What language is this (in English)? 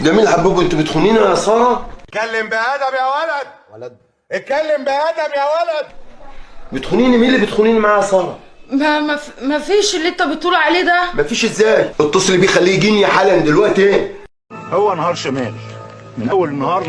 Egyptian Arabic